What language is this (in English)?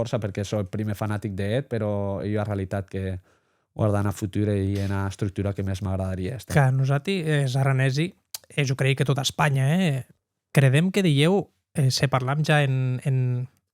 Occitan